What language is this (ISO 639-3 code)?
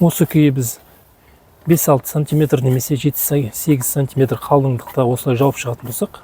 kaz